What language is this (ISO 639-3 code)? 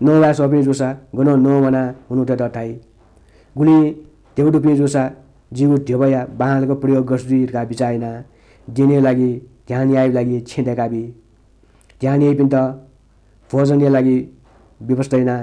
new